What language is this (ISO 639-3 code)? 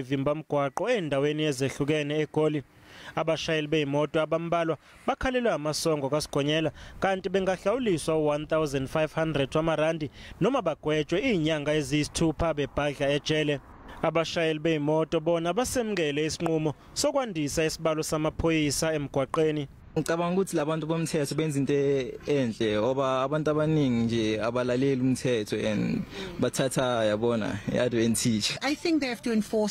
zul